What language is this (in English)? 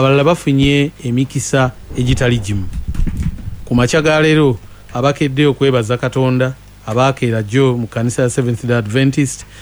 Ganda